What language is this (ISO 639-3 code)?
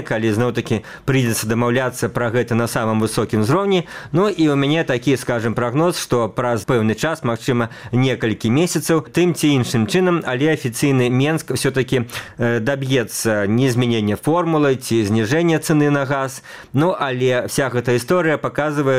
bel